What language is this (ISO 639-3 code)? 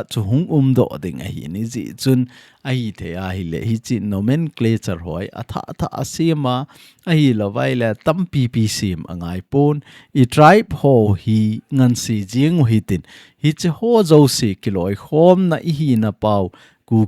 tcz